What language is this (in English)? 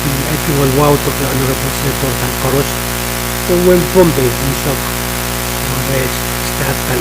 Pohnpeian